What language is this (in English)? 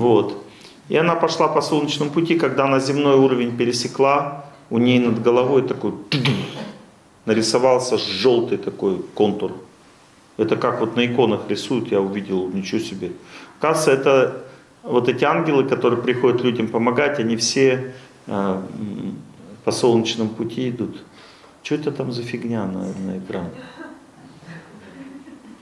Russian